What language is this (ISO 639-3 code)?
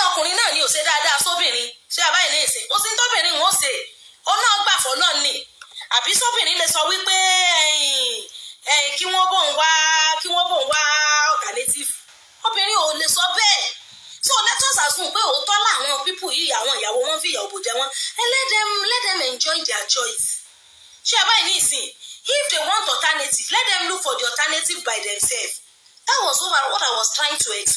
yor